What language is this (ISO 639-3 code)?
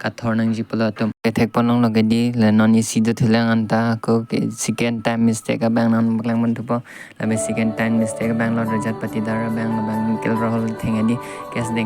mjw